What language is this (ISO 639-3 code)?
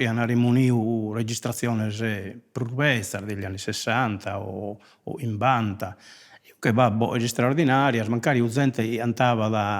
srd